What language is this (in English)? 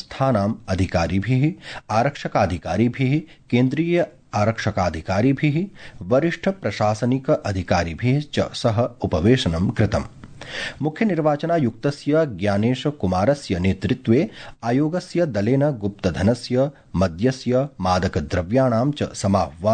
Sanskrit